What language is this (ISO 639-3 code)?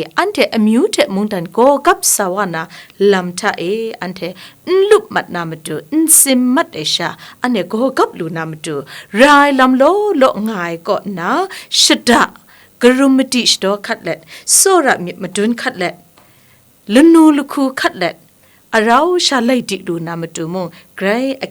kac